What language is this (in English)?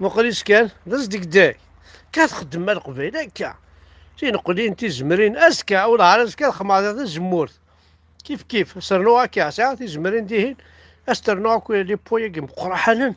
Kabyle